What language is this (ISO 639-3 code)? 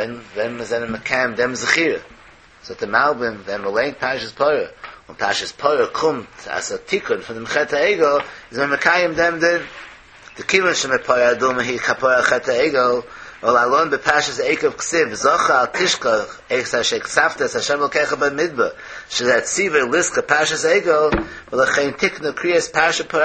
yid